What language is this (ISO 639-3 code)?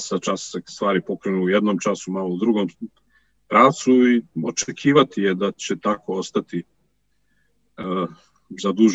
srp